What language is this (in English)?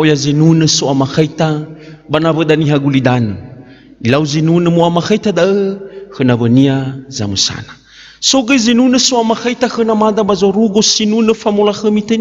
Nias